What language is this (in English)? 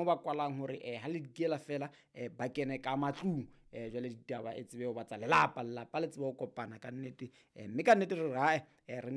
Southern Sotho